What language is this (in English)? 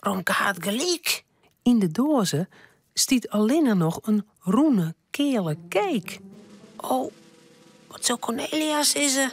Western Frisian